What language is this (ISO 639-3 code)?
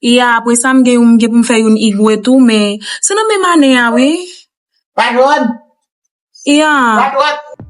hat